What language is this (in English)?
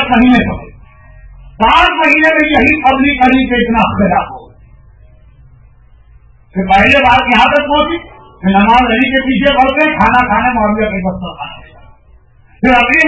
Urdu